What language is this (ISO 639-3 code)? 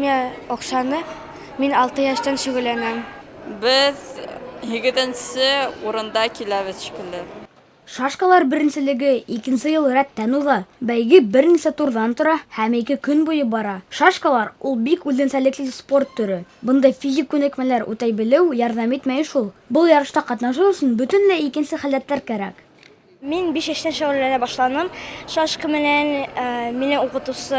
bak